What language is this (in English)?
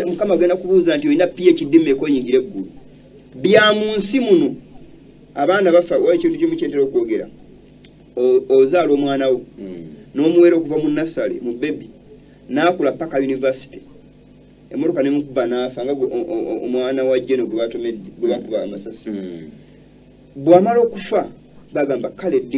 Ganda